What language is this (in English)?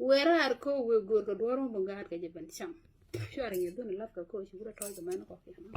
Nuer